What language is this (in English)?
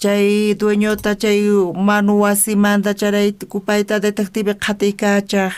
South Bolivian Quechua